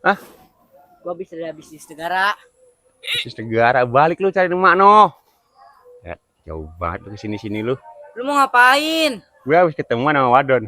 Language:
Betawi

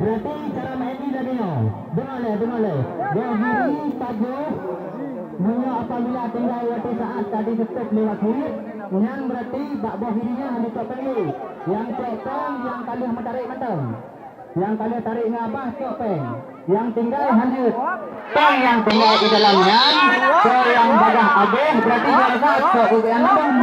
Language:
Achinese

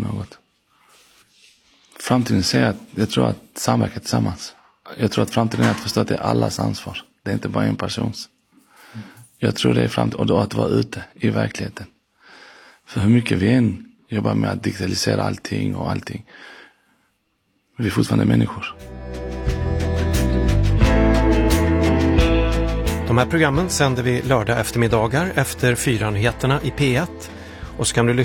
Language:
Swedish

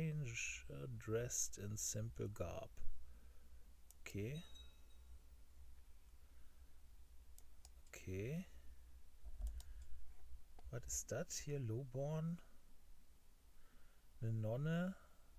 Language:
German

